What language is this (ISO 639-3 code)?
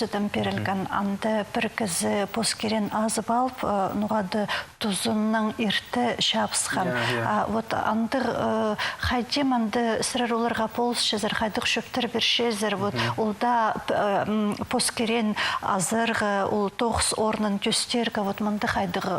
kjh